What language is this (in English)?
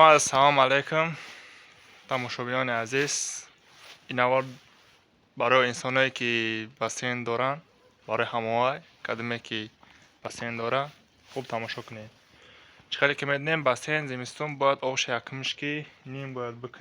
Tajik